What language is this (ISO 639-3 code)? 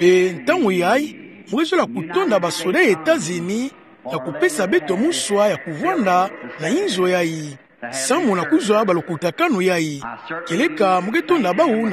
ktu